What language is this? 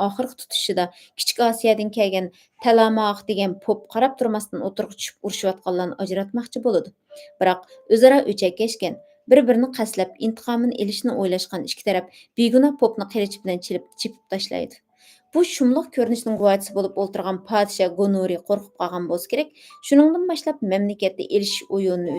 Uyghur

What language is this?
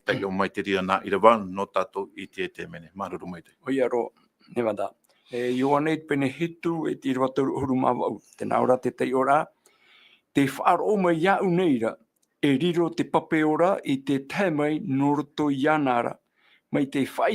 Tahitian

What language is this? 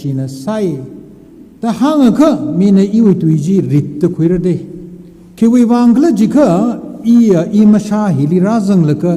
Tangkhul Naga (India)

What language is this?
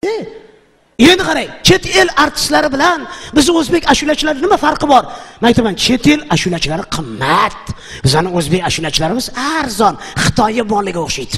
Uzbek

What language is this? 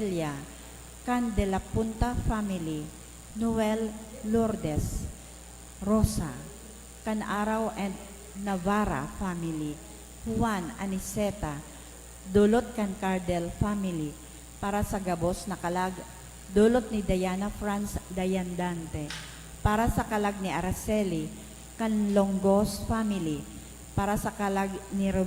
Bikol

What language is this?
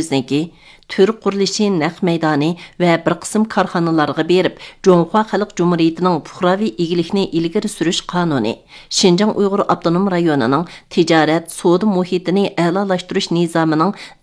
Uyghur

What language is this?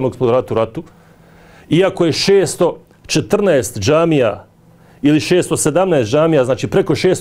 Bosnian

